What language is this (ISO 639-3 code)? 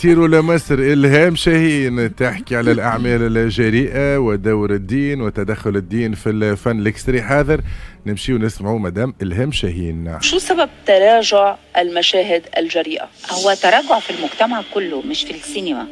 aeb